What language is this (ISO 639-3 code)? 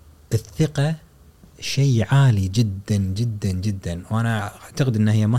afb